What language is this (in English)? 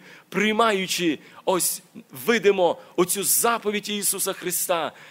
Ukrainian